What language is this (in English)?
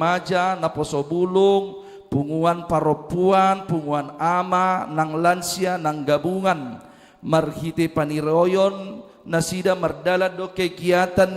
Batak Toba